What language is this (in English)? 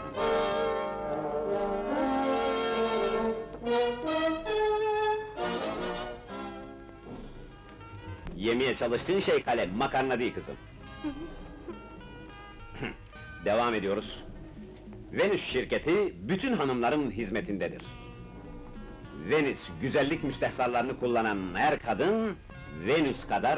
Turkish